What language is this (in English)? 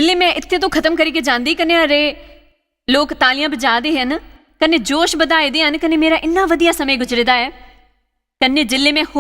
Dogri